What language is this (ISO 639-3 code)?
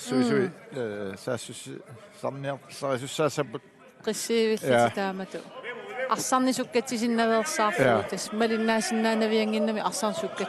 kal